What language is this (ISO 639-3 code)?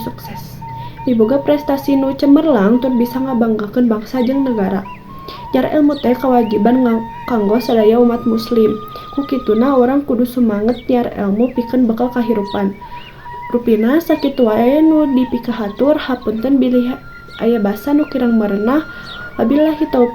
sun